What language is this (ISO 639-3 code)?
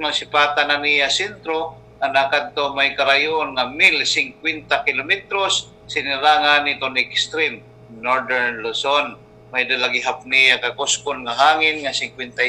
war